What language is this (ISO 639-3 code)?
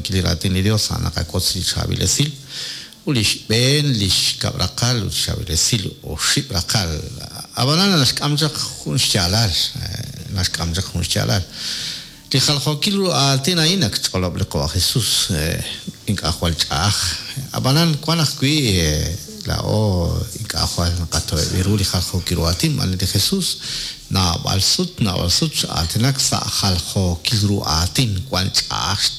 kek